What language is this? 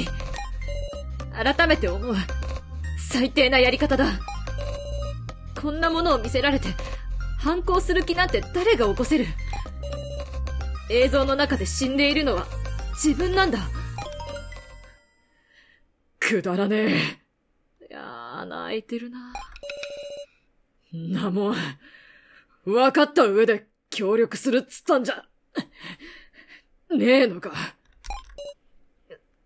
Japanese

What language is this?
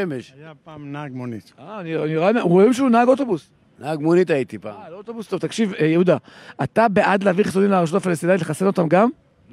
Hebrew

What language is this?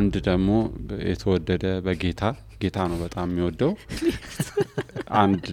Amharic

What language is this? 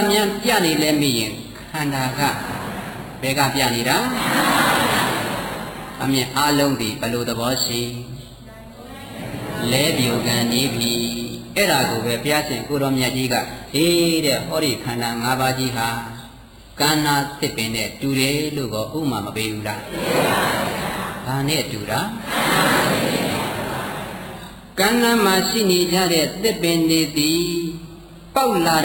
Burmese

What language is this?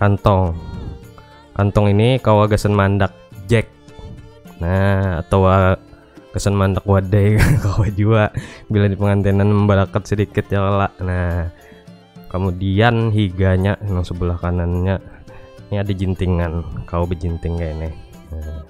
Banjar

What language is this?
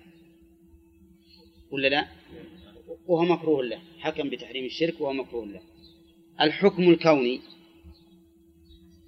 Arabic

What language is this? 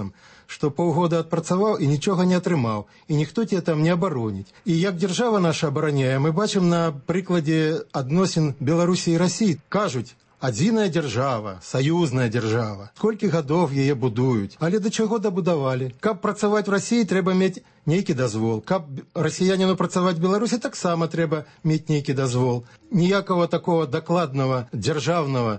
Belarusian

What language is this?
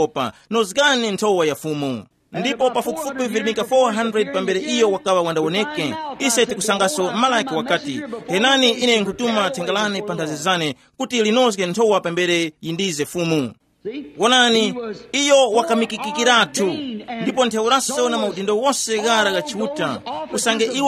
Tumbuka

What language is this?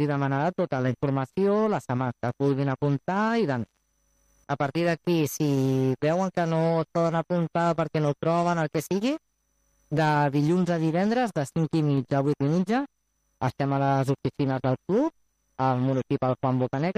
Catalan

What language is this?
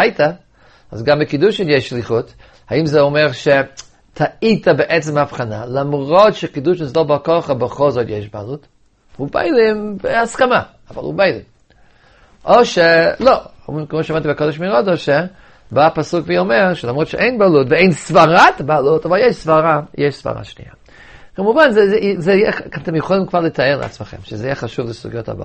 Hebrew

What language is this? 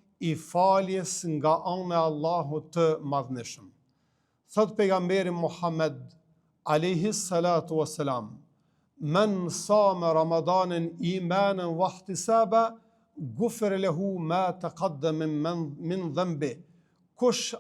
Albanian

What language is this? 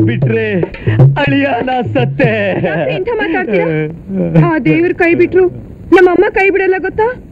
Kannada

